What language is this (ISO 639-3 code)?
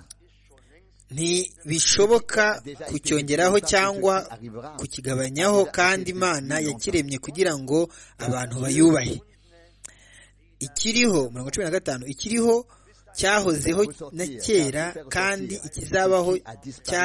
kin